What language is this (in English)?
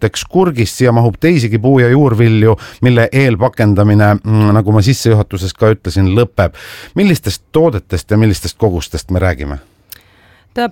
Estonian